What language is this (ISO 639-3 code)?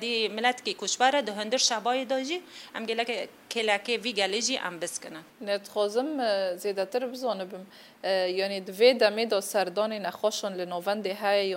kur